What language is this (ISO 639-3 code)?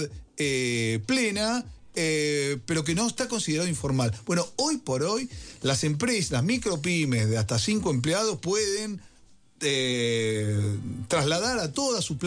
spa